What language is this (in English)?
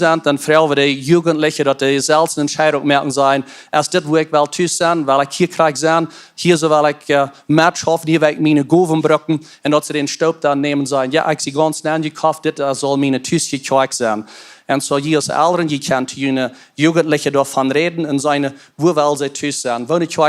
Plautdietsch